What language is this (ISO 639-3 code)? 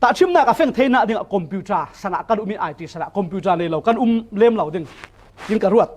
cfm